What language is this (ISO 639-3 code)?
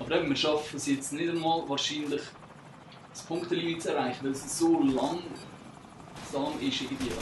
gsw